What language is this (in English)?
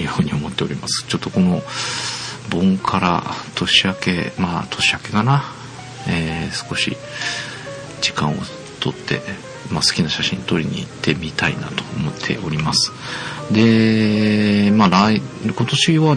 Japanese